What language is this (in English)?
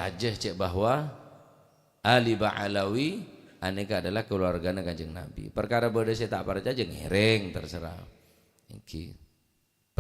Madurese